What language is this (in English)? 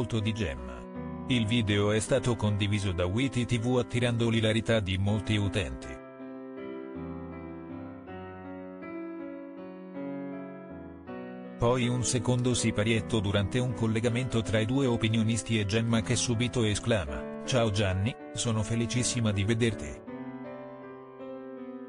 Italian